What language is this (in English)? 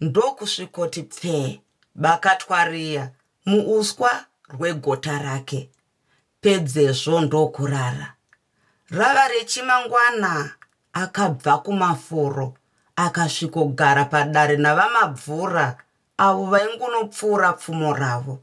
Shona